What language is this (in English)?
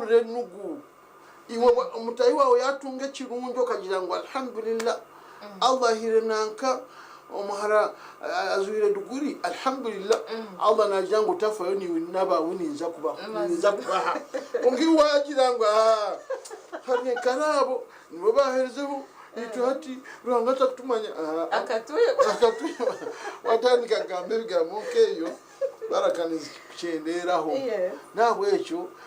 Nyankole